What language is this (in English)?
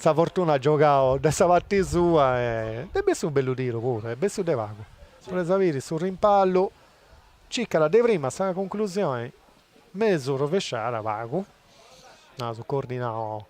Sardinian